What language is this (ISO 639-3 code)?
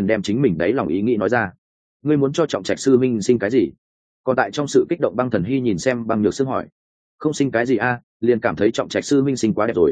vie